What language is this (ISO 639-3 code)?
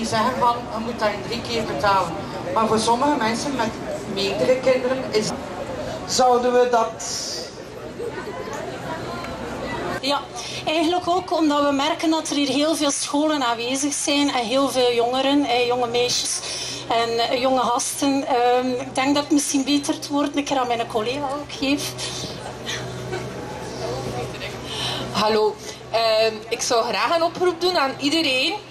nld